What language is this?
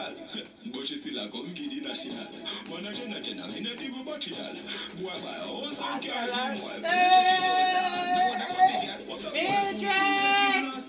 Jamaican Creole English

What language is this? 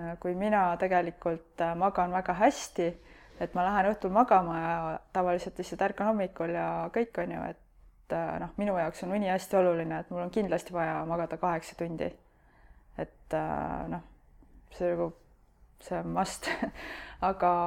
Estonian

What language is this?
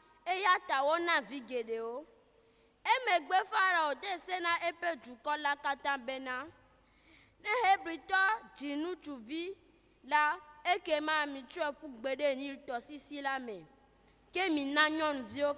Ewe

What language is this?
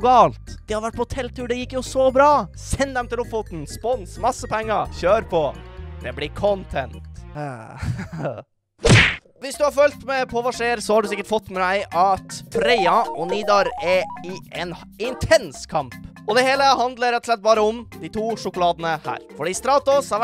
Norwegian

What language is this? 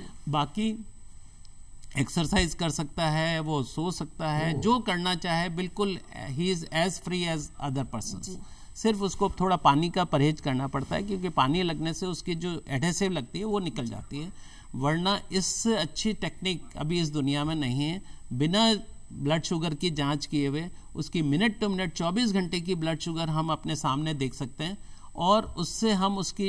Hindi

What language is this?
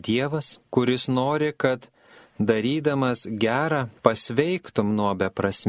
Lithuanian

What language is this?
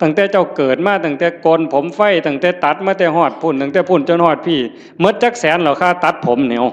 Northeastern Thai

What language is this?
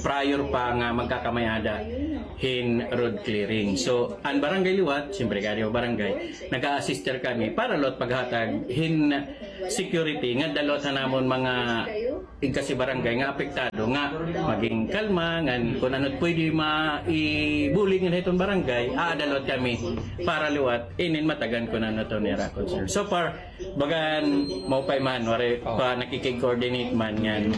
Waray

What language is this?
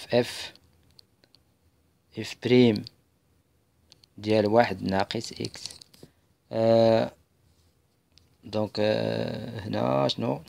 Moroccan Arabic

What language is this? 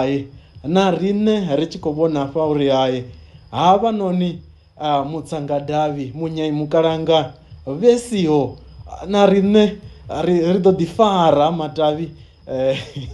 Venda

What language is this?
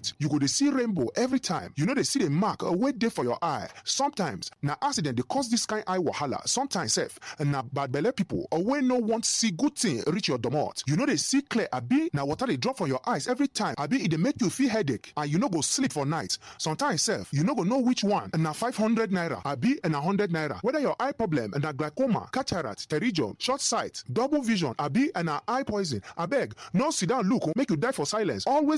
Nigerian Pidgin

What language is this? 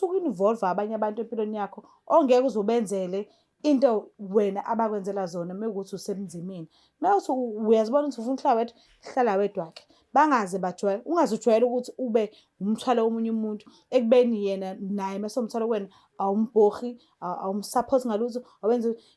Zulu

